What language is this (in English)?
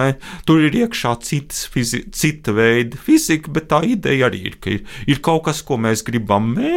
Latvian